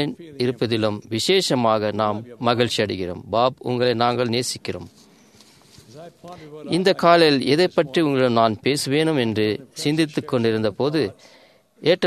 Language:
Tamil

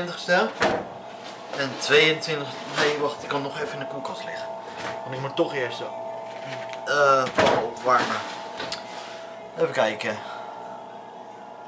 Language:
Dutch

